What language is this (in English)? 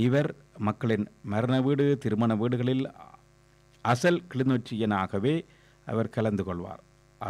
Tamil